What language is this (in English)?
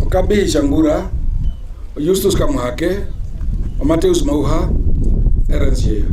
Herero